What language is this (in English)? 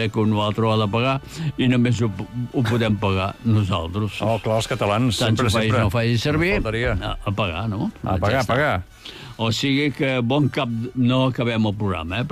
Catalan